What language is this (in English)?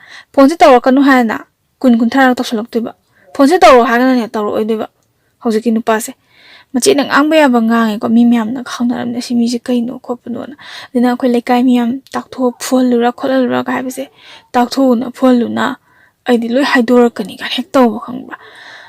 Manipuri